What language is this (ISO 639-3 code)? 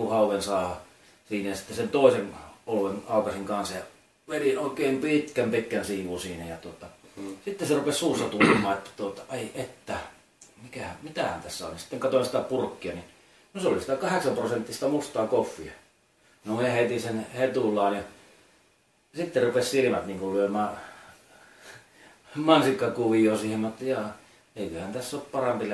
fin